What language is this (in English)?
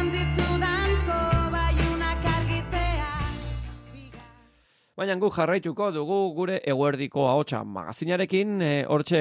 Basque